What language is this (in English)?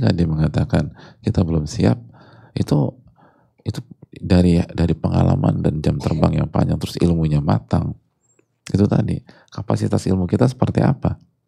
Indonesian